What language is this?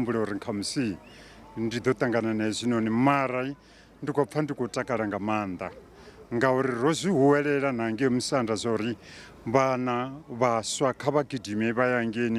Venda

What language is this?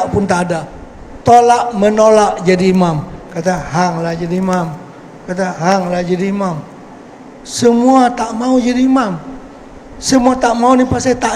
Banjar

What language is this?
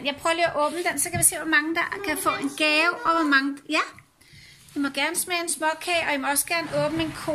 Danish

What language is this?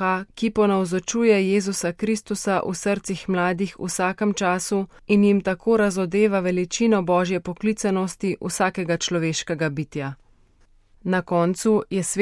Slovenian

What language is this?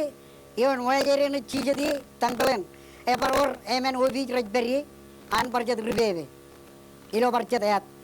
Marshallese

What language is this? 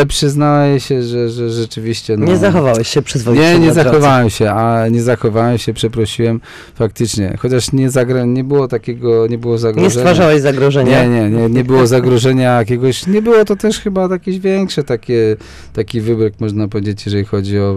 Polish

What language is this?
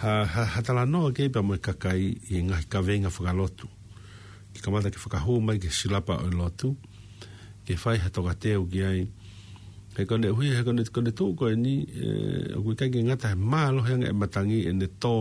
Tongan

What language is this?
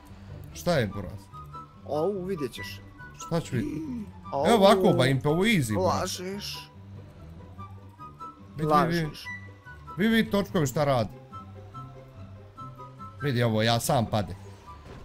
Bosnian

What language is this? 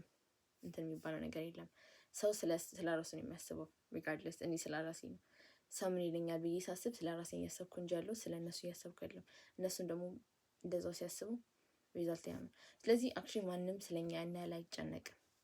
Amharic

